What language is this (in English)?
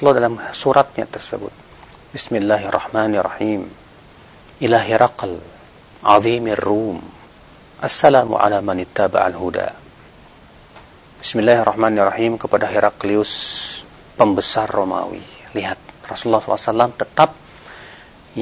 Indonesian